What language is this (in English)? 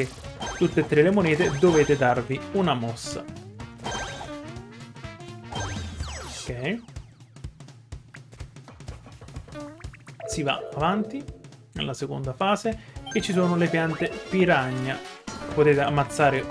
Italian